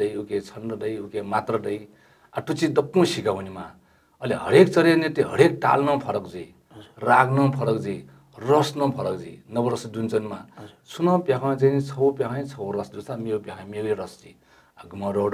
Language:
Newari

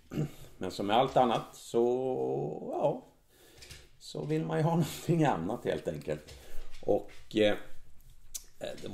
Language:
Swedish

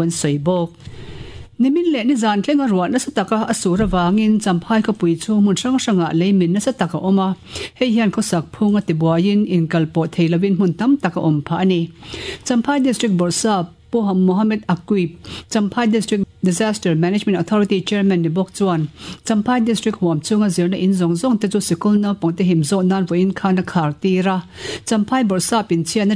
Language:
Mizo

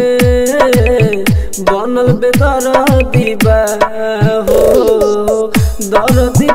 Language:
Bhojpuri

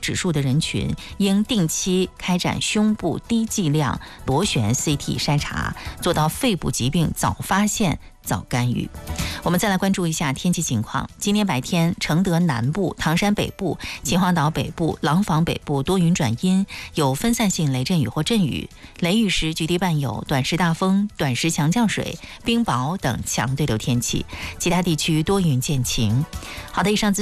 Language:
Chinese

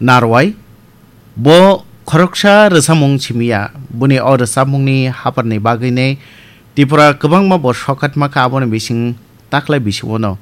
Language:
Kok Borok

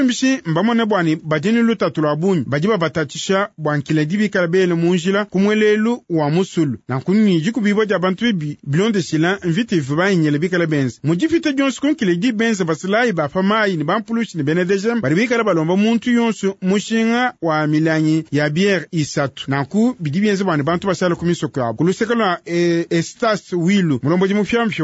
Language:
Luba-Lulua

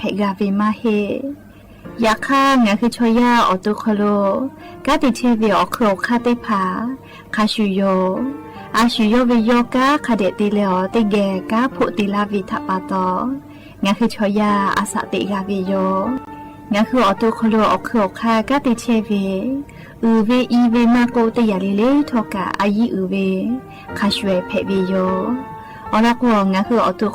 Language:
Lahu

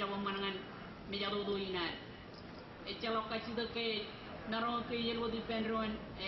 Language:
Marshallese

